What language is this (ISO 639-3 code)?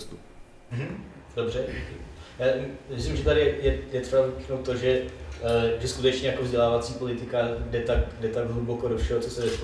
ces